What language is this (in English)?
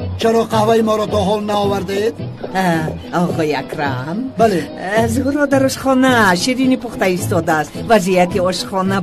Tajik